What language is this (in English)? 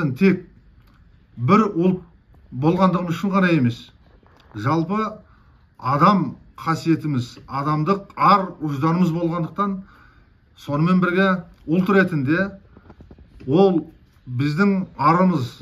Kyrgyz